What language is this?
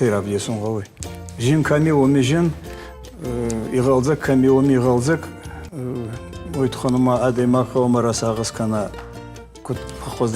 Ossetic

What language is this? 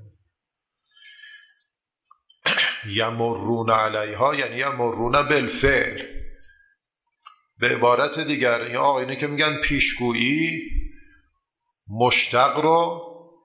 Persian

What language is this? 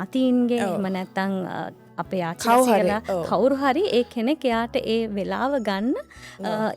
Sinhala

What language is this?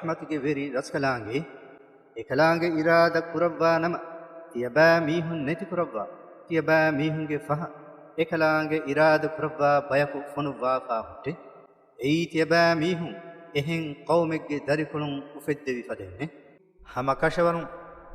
Divehi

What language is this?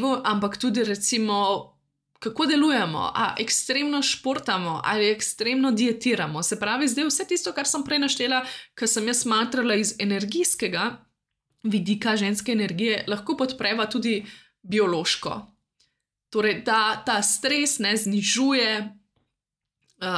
Slovenian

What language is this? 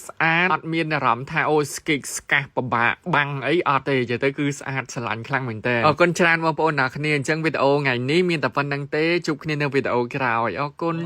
Khmer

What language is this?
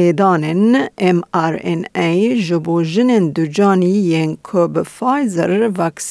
Kurdish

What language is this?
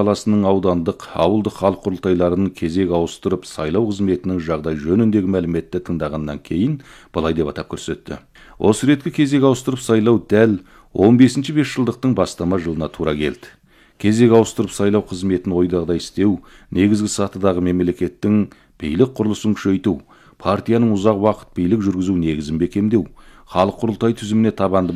Kazakh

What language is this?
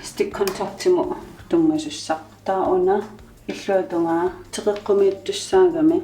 Kalaallisut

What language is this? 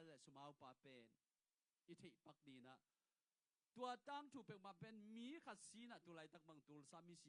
Tedim Chin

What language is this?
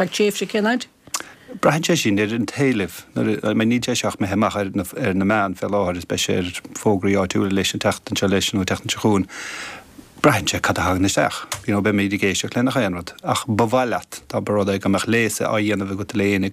Irish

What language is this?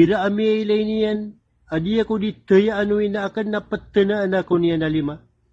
Maranao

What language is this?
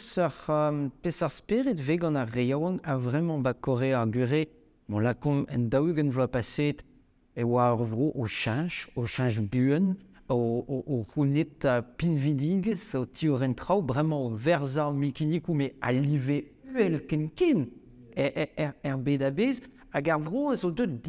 Breton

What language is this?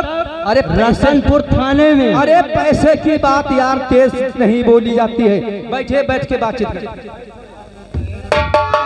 Hindi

